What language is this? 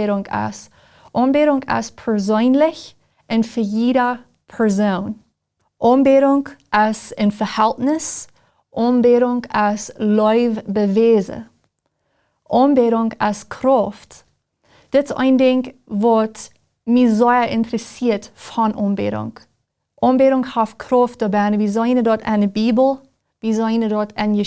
Plautdietsch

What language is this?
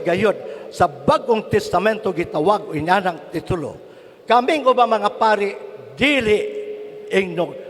Cebuano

